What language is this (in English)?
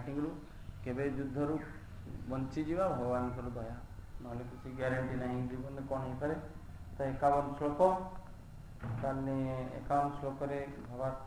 Odia